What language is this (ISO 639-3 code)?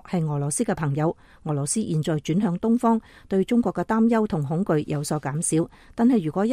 yue